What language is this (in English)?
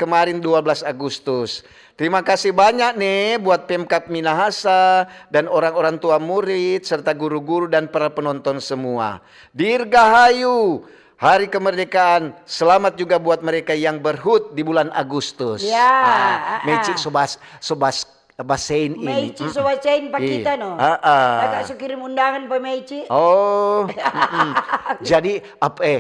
Manado Malay